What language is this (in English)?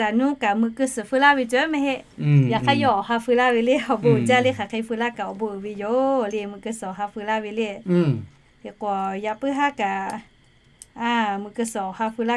Lahu